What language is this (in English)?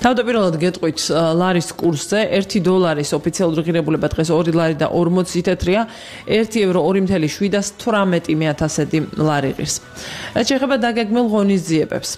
Georgian